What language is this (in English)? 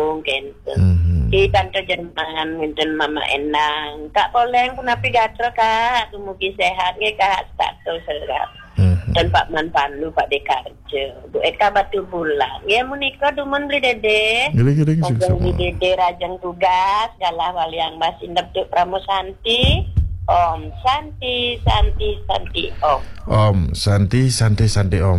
Balinese